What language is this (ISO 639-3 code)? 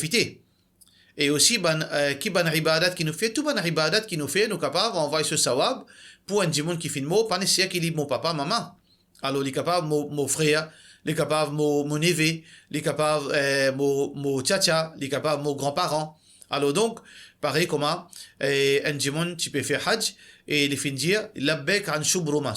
mfe